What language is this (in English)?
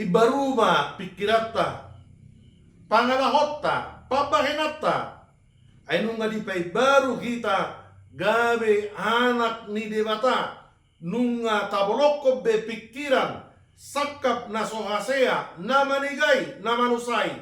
Batak Toba